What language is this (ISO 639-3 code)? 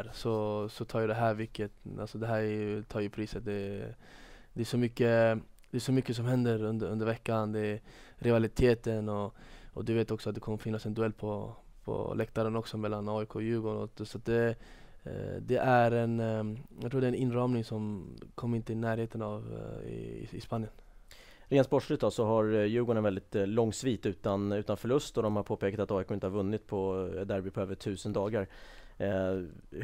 swe